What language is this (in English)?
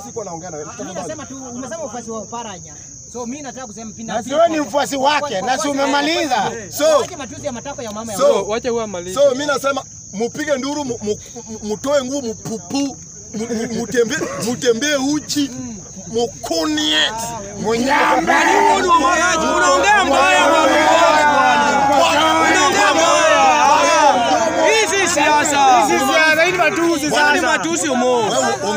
Swahili